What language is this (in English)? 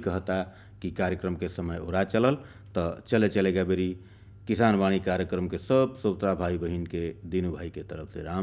Bhojpuri